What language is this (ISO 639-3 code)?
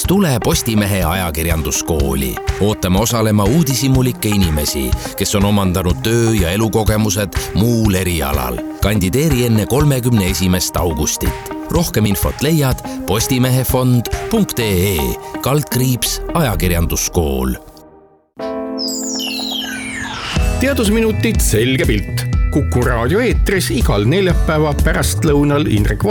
est